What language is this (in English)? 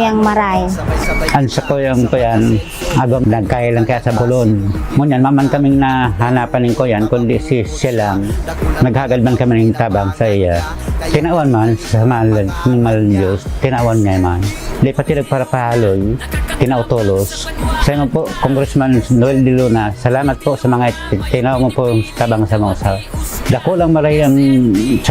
Bikol